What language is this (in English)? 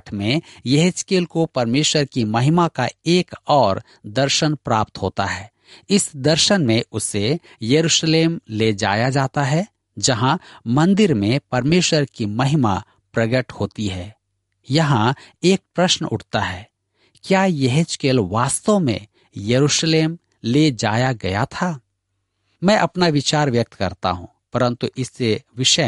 Hindi